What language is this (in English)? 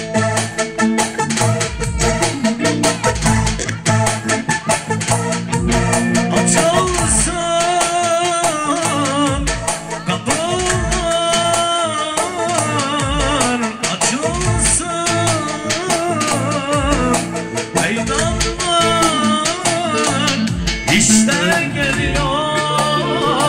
Turkish